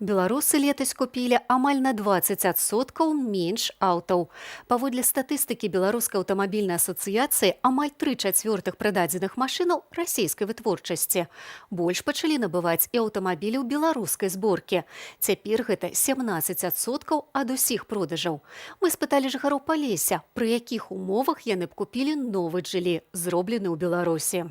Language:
Belarusian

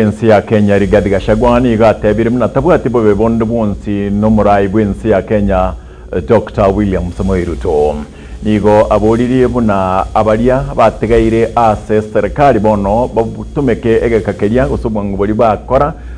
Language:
Gusii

